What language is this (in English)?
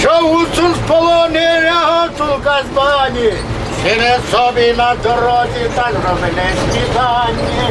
Rusyn